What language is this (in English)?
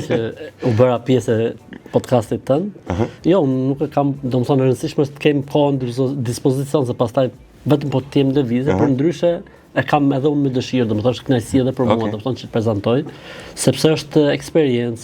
Albanian